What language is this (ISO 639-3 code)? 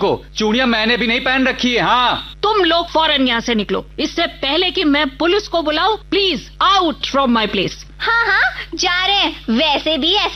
hin